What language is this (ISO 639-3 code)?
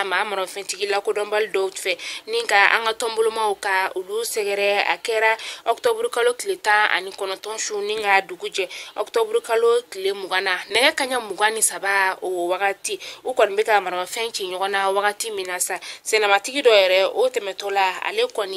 bam